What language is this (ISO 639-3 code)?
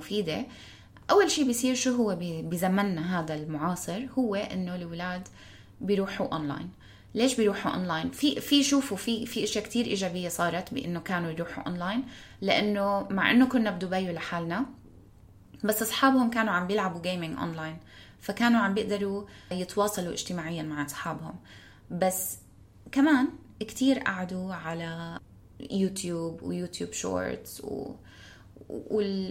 apc